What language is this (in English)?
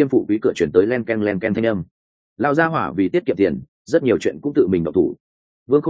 Vietnamese